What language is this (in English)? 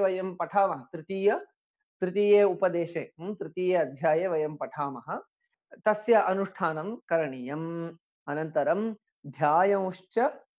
Sanskrit